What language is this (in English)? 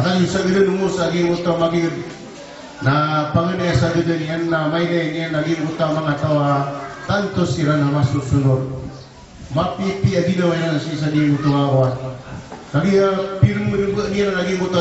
Maranao